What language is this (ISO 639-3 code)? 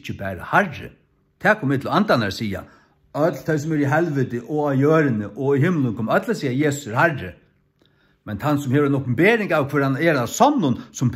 fao